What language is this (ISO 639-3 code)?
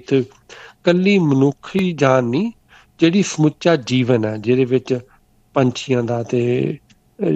pan